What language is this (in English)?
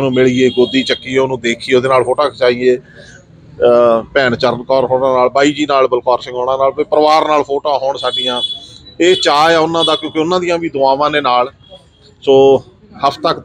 Punjabi